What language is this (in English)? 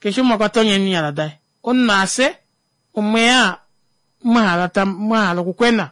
Kuanyama